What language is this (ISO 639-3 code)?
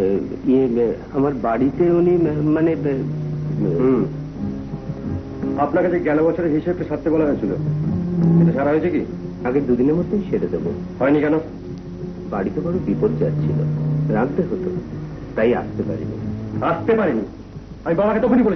ben